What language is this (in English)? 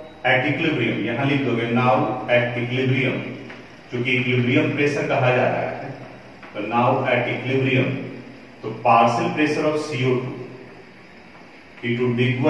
Hindi